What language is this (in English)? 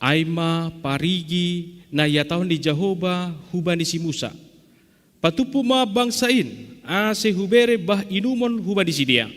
Batak Simalungun